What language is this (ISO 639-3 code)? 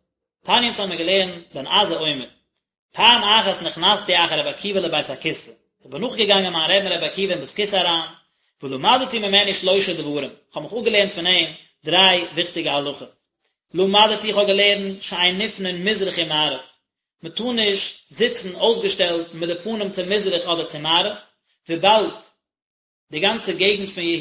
yid